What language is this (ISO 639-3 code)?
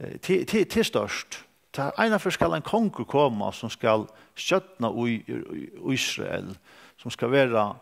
fao